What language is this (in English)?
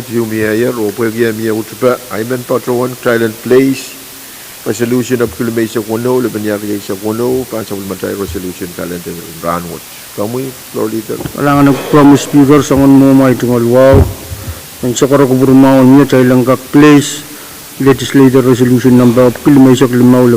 Pohnpeian